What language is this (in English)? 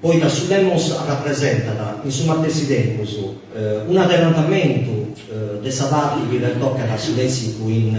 Sardinian